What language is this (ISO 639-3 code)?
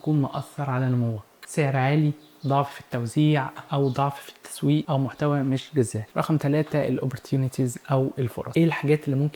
arz